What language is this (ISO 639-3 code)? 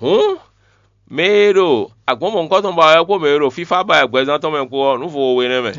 fon